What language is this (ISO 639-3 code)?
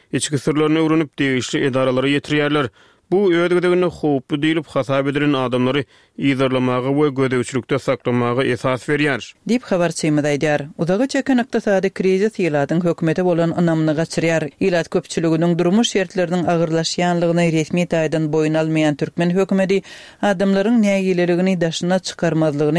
tuk